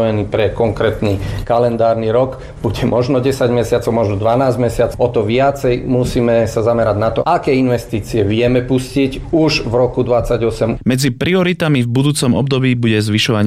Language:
Slovak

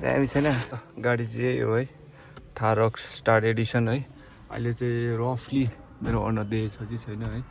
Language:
Nepali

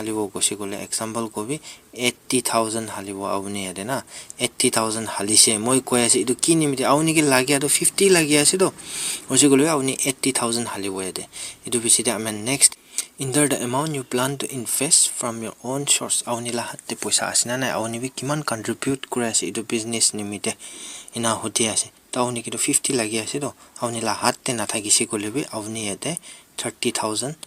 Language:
Naga Pidgin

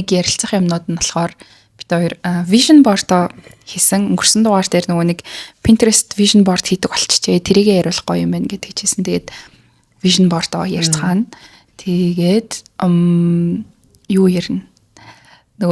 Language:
Mongolian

